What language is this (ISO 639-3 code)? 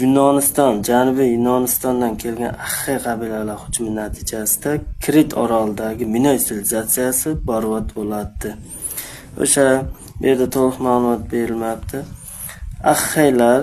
uzb